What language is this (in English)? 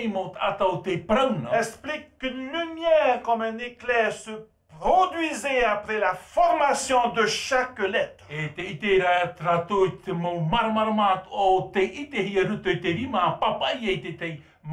Tahitian